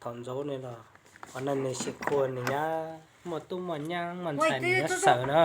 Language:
Hmong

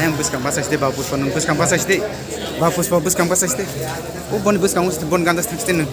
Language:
Kok Borok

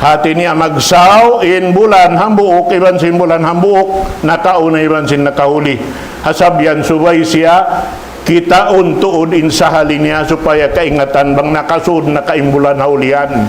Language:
Tausug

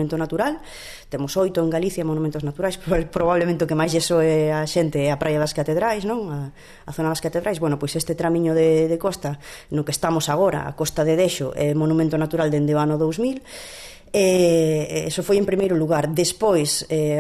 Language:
Galician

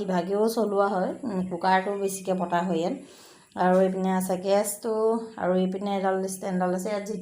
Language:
Assamese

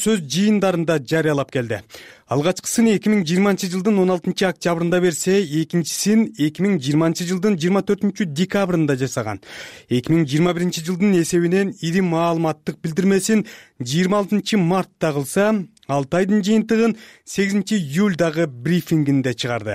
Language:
Kyrgyz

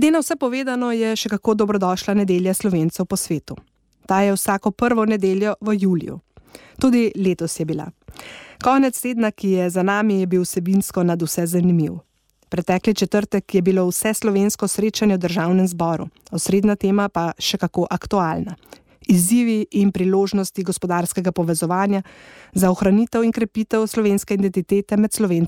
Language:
Slovenian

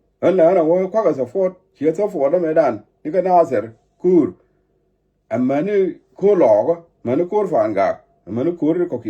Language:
Nuer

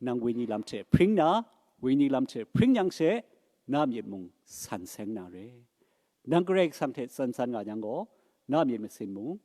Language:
Kachin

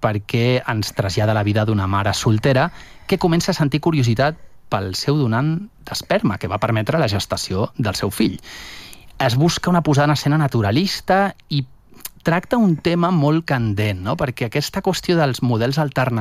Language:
Catalan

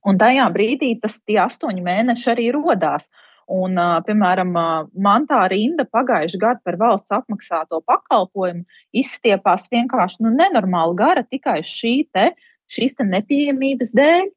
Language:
Latvian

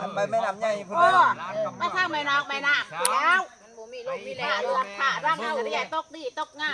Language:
Lao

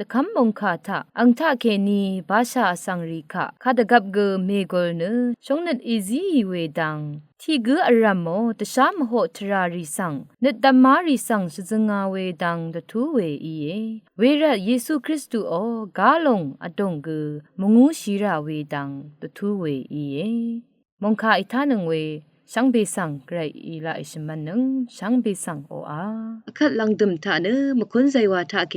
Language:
Rawang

